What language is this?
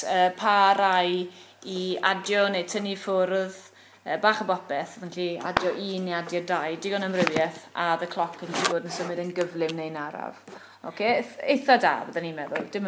Welsh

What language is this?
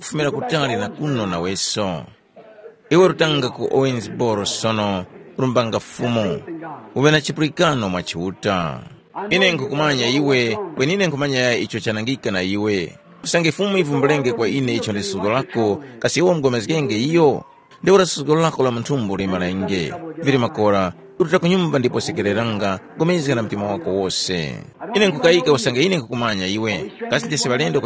Tumbuka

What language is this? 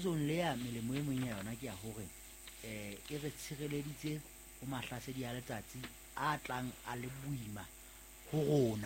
Southern Sotho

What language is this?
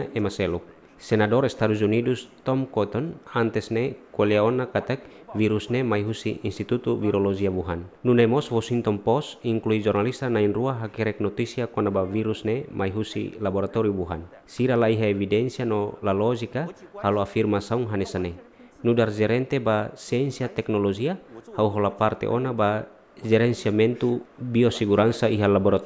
Tetum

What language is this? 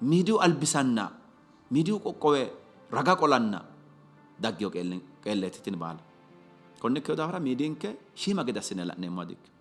Sidamo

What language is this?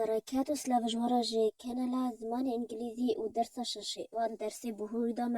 Kurdish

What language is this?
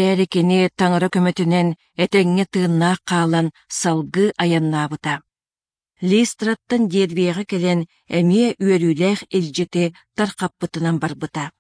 Yakut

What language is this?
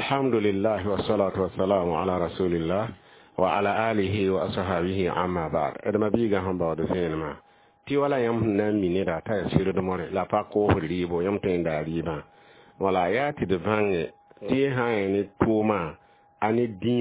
Mossi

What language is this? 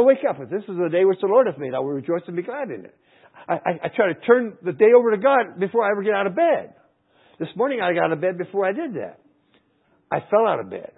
English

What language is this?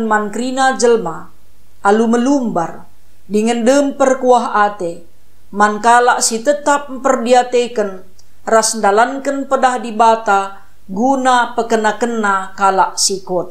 Batak Karo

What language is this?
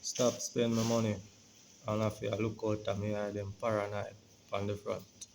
Jamaican Creole English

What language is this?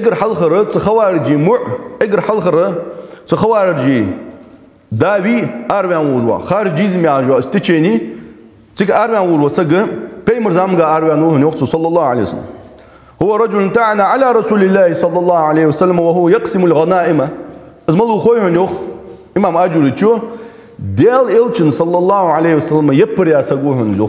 Ingush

